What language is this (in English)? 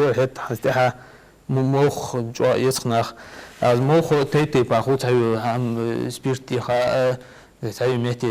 Ingush